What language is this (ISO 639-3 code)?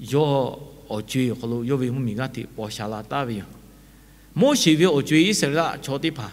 lhu